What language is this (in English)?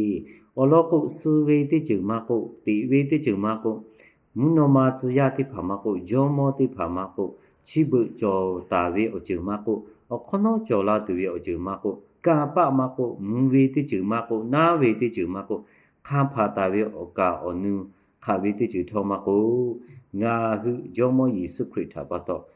Lahu